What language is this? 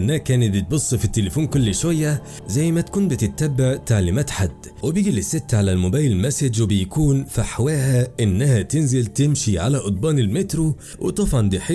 Egyptian Arabic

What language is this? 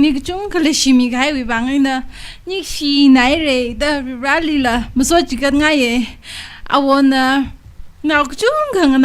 Tangkhul Naga (India)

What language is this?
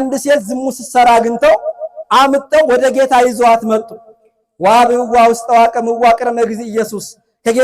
Amharic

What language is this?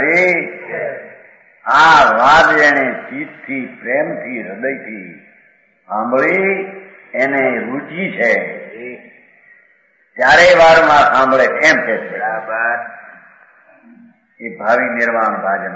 Gujarati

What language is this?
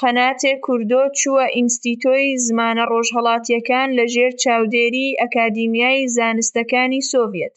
Central Kurdish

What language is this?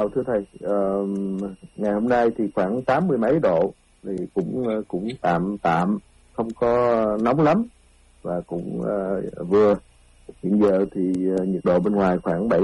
Vietnamese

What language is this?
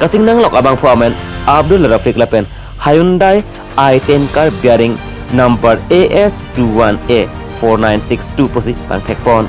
Karbi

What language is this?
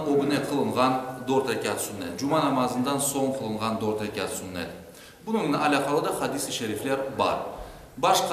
Crimean Tatar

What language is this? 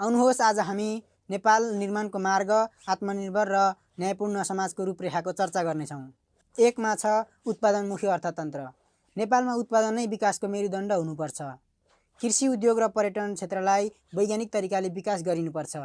Nepali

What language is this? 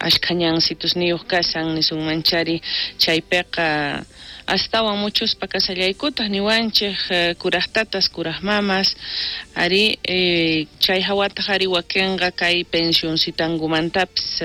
South Bolivian Quechua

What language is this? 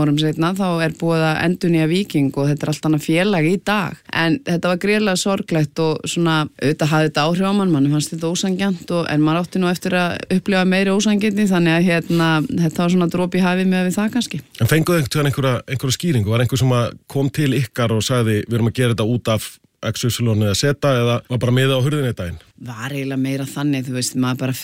Icelandic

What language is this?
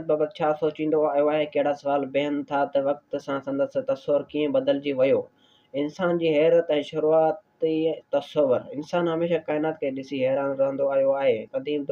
Sindhi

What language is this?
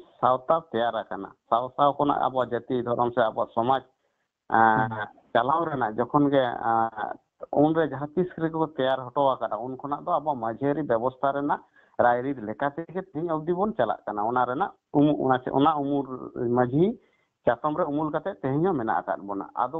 Santali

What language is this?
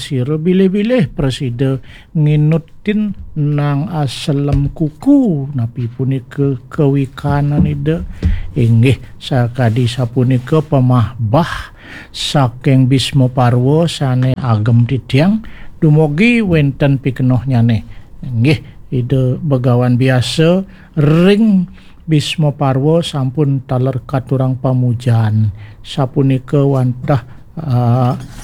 Balinese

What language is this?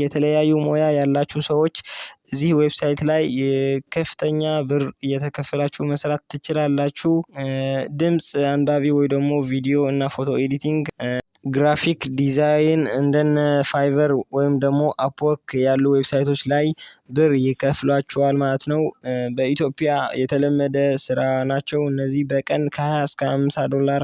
Amharic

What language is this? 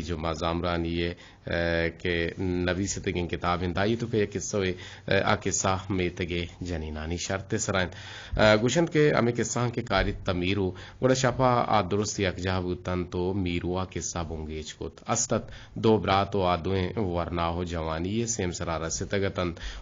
Eastern Balochi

